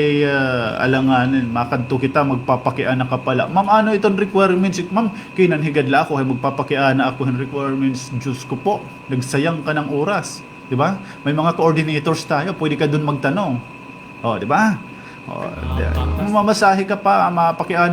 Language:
Waray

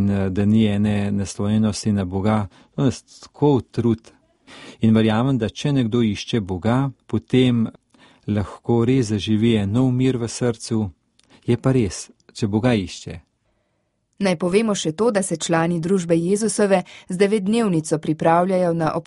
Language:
Slovenian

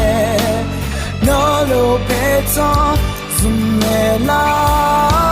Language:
Akha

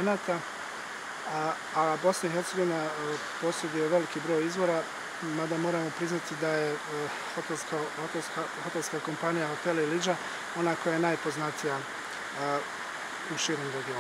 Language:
Bosnian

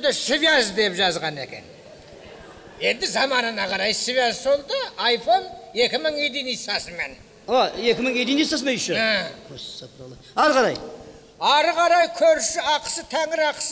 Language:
Kazakh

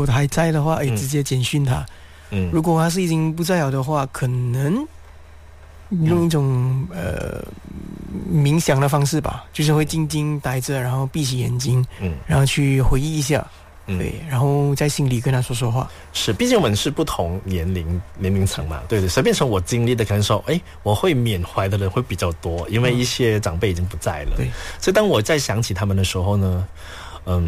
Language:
Chinese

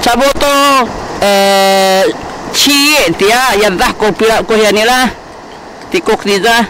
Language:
Sakizaya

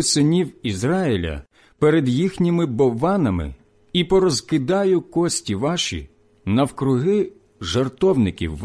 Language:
Ukrainian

